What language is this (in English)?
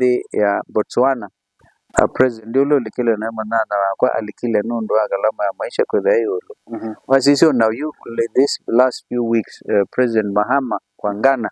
Kamba